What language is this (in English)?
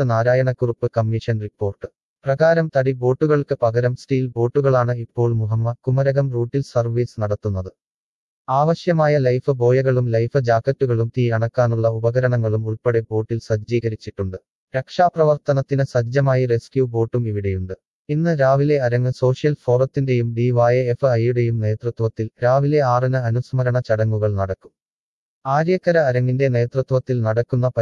Malayalam